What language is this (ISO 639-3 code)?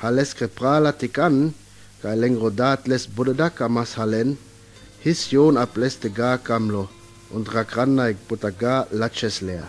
rmo